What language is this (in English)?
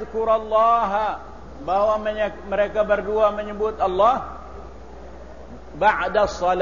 Malay